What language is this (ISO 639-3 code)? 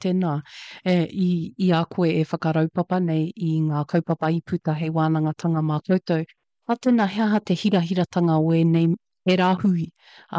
mri